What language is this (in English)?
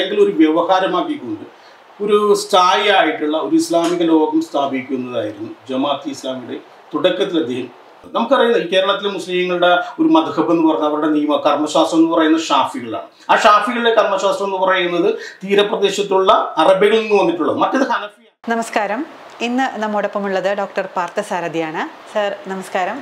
Malayalam